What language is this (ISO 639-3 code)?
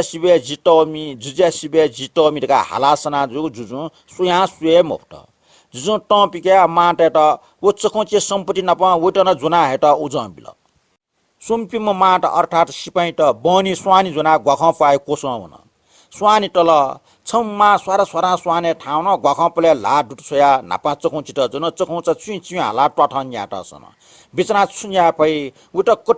new